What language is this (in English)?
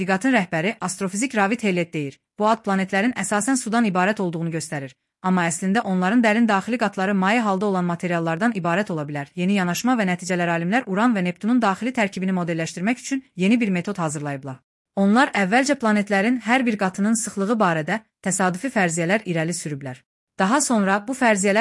Azerbaijani